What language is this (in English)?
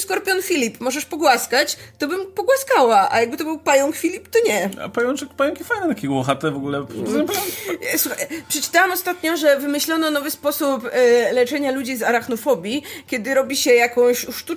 Polish